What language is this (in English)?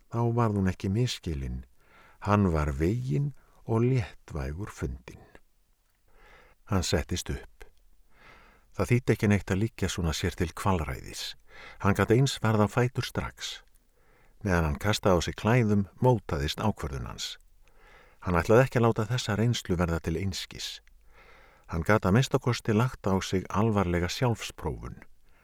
Icelandic